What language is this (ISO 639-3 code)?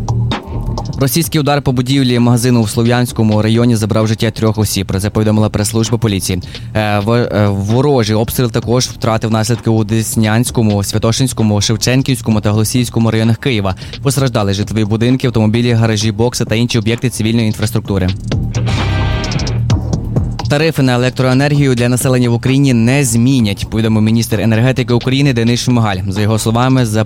ukr